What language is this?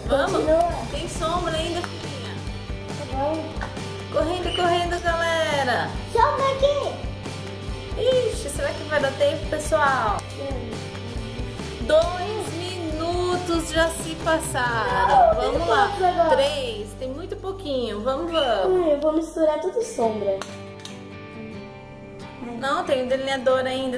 Portuguese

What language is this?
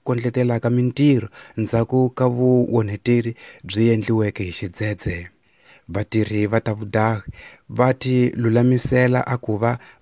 Tsonga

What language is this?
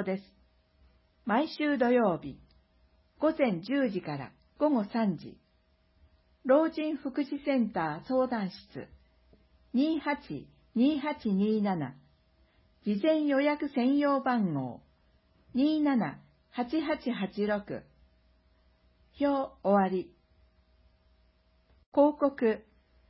Japanese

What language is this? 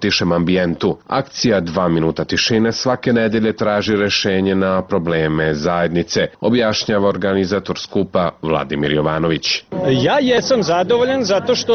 Serbian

